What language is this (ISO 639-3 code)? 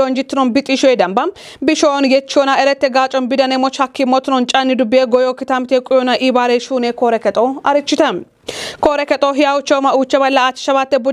kbr